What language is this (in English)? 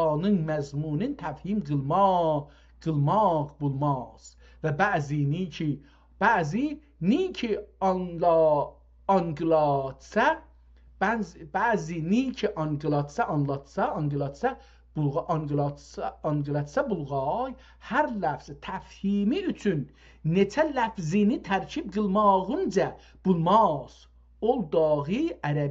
South Azerbaijani